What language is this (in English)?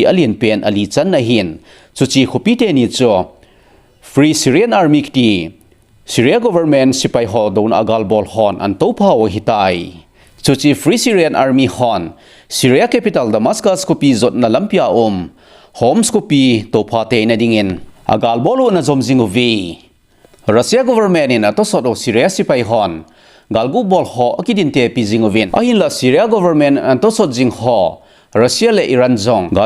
Thado Chin